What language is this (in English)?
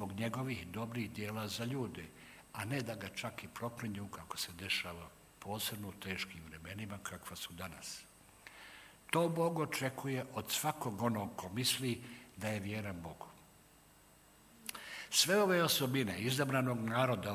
Bosnian